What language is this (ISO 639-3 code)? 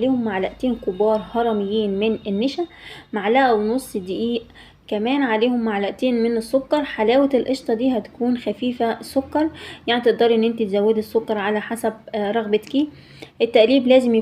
arz